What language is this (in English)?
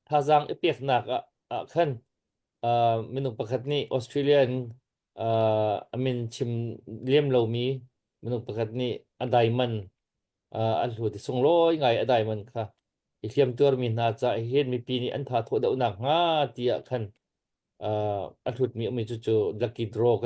Hakha Chin